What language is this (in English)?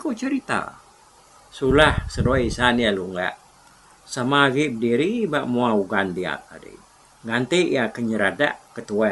Iban